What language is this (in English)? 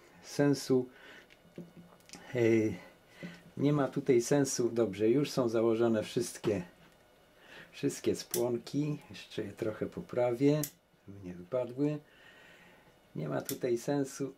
Polish